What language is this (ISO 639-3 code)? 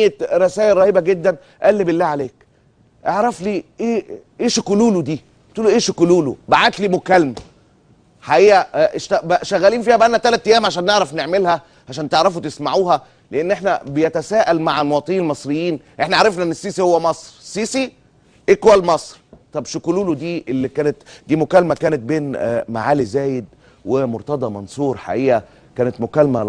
arz